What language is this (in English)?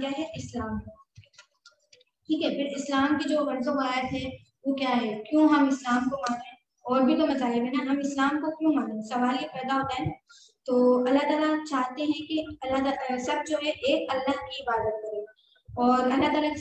Urdu